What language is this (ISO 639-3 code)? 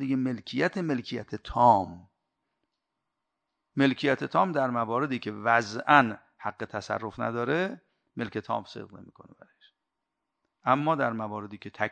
fas